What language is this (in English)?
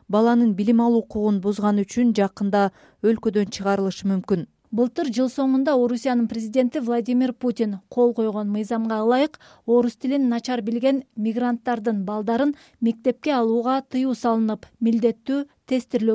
Kyrgyz